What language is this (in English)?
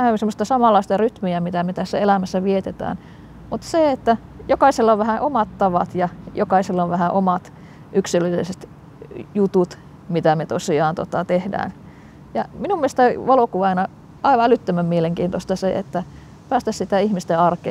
Finnish